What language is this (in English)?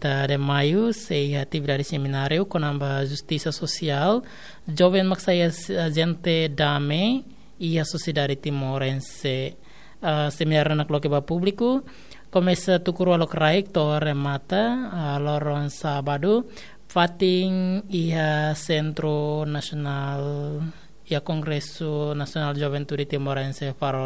Tetum